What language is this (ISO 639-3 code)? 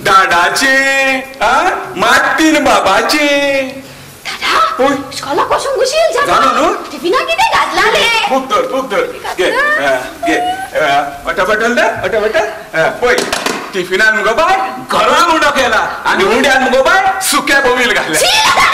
kok